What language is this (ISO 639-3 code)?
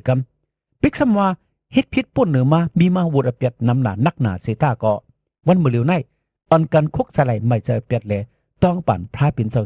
shn